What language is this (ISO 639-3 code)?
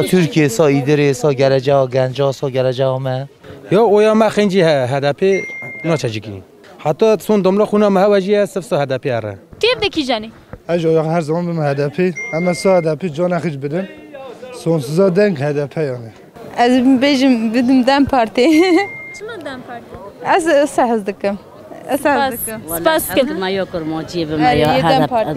kur